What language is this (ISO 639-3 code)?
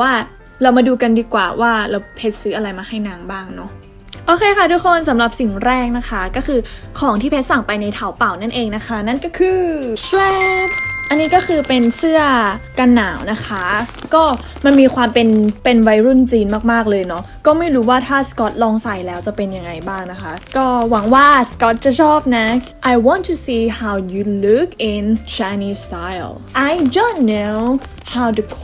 tha